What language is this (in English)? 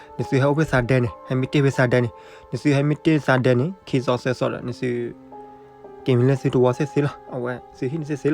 S'gaw Karen